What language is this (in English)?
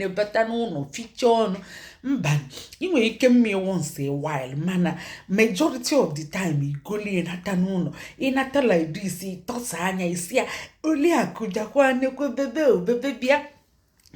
Igbo